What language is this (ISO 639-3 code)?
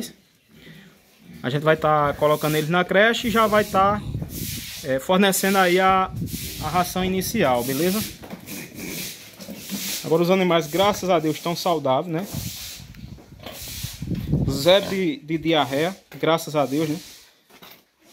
por